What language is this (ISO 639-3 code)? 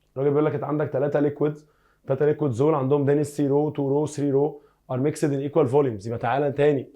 arz